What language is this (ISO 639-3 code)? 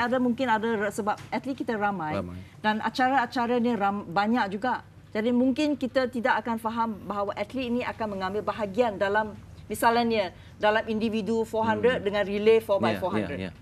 msa